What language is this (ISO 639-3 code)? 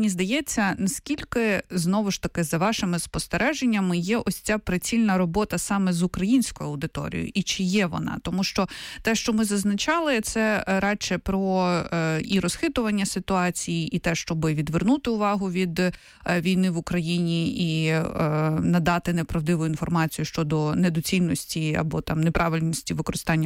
ukr